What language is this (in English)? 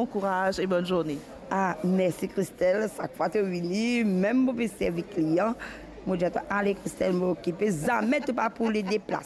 Morisyen